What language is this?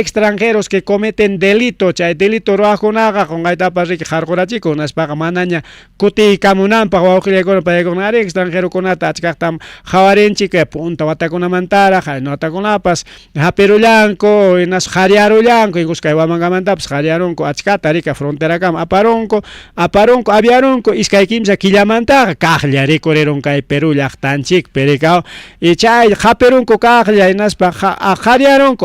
Ayacucho Quechua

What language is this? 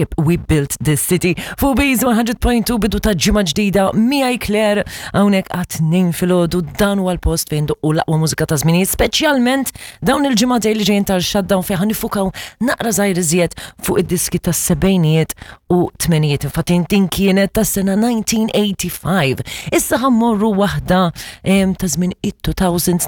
Maltese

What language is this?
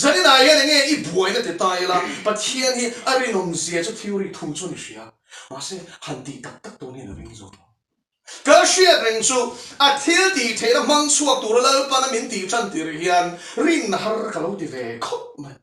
Mizo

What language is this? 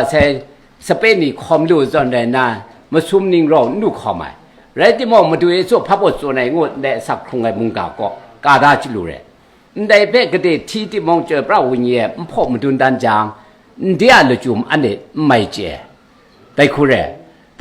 Kachin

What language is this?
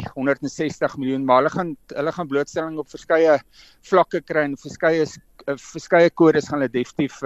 Afrikaans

